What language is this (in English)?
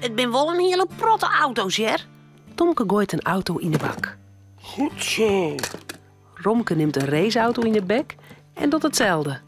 Western Frisian